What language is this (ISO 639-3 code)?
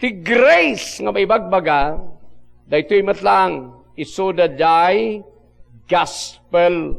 ilo